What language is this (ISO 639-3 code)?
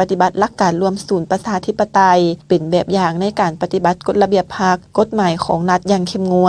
lao